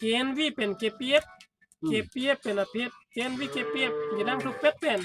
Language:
Karbi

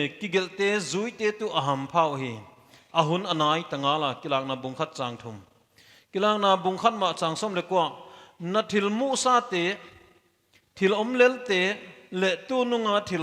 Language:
Paite Chin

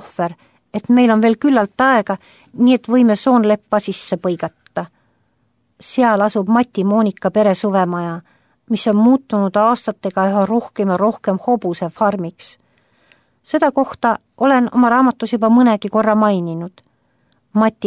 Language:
Estonian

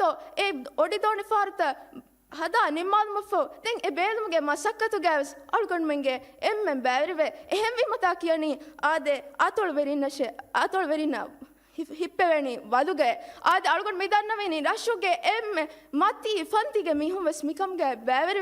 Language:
Divehi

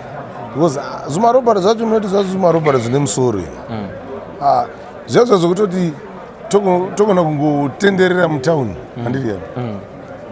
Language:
Shona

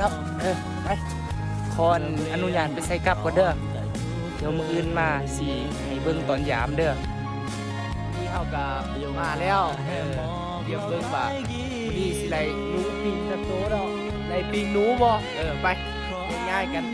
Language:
Lao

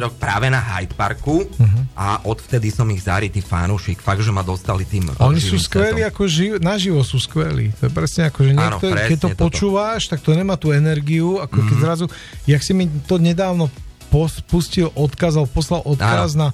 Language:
Slovak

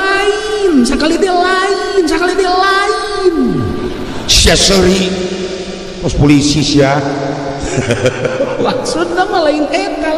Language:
Sundanese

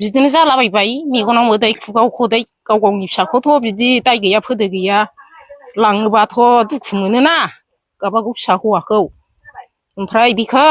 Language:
Bodo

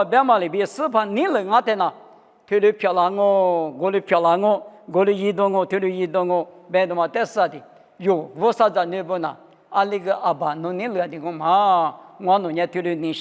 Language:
Lisu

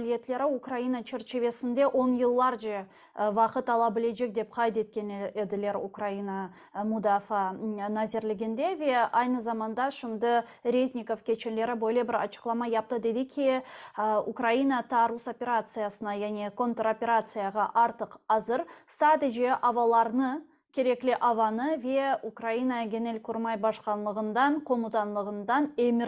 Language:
Crimean Tatar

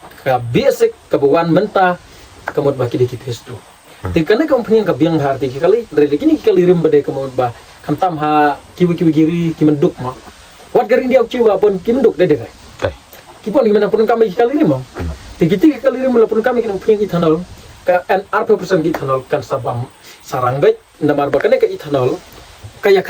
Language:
Khasi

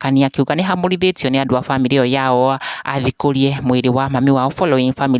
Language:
Kikuyu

